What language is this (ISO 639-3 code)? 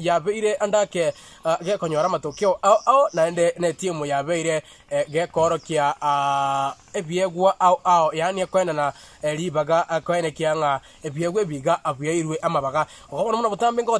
guz